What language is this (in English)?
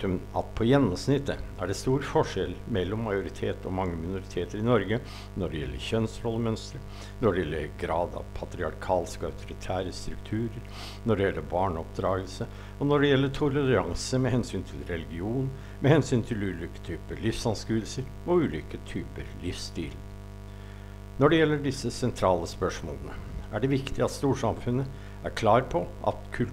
Norwegian